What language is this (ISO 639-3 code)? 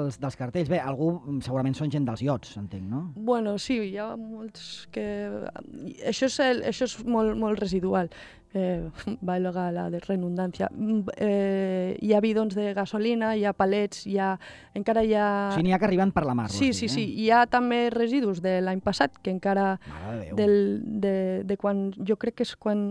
cat